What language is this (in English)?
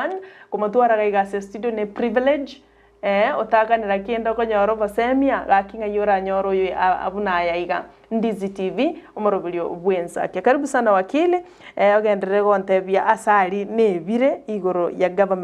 Gusii